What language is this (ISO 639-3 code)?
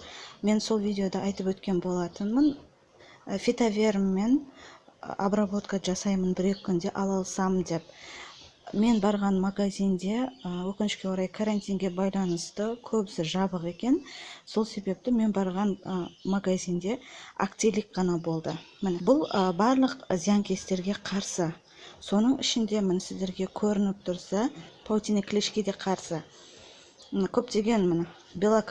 kaz